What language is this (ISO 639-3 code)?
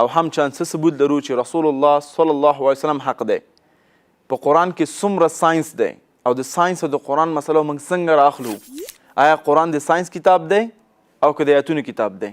pus